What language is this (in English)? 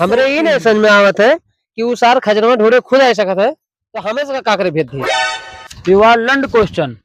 Awadhi